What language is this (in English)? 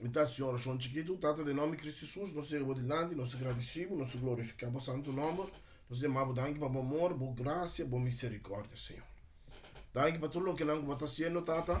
Papiamento